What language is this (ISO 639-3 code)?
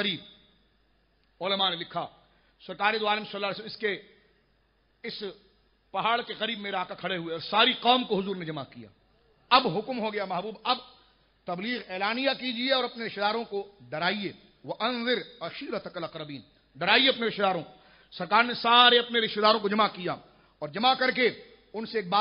urd